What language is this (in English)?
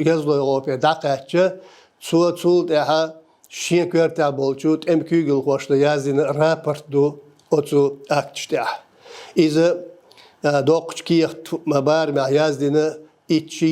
Chechen